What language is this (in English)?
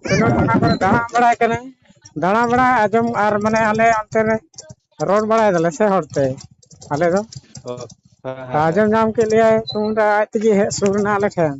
Santali